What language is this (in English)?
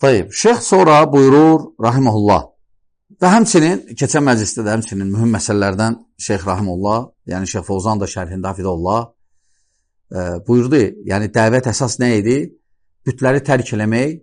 Azerbaijani